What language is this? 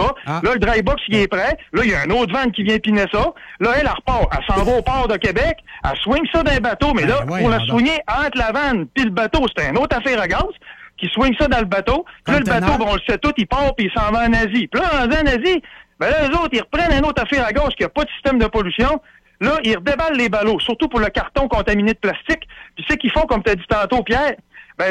French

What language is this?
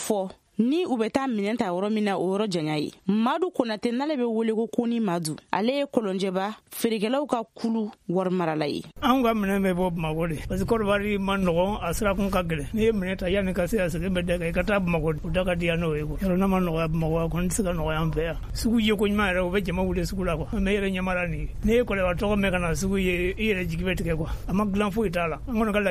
Bambara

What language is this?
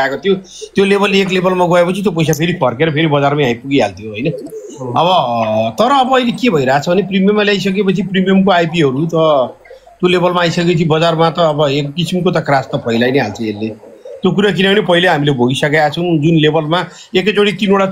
Nepali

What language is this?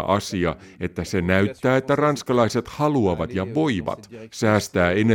Finnish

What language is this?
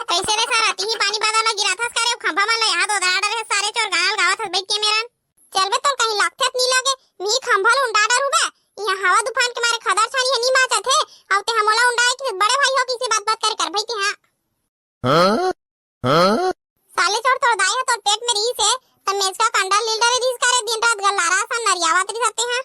Chhattisgarhi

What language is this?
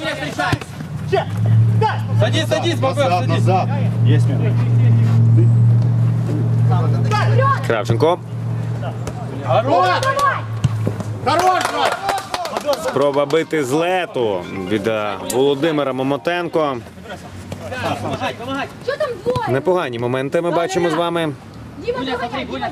Ukrainian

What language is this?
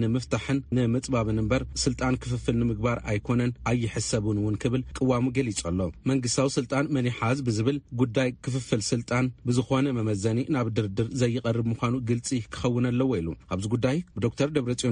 Tigrinya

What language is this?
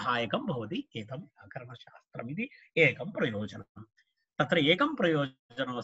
Sanskrit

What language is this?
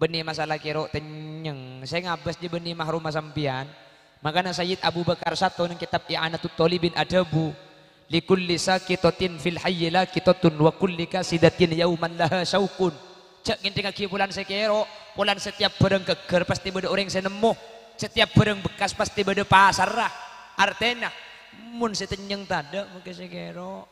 Madurese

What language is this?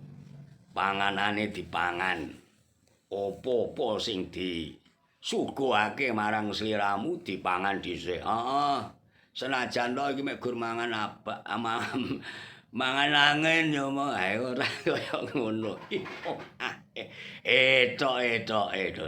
Javanese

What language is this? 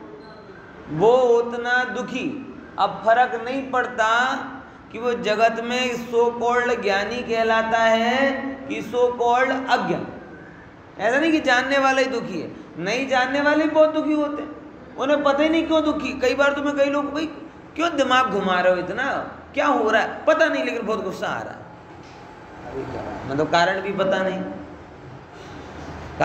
Hindi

